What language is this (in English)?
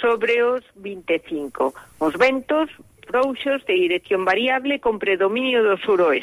Galician